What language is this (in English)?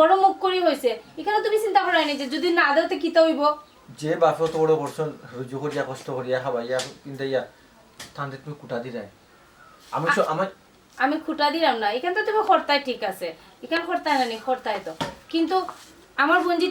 Sylheti